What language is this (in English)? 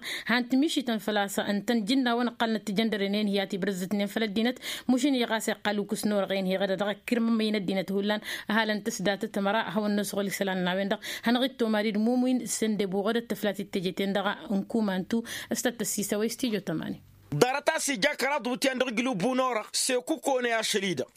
Tamasheq